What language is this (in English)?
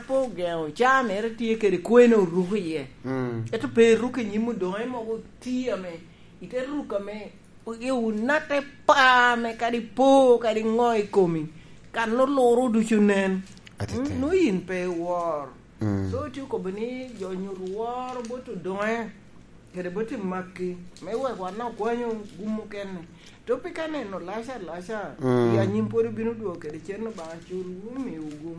Lango (Uganda)